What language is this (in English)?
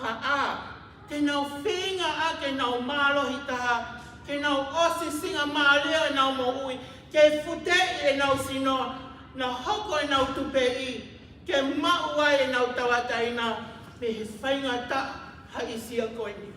Tongan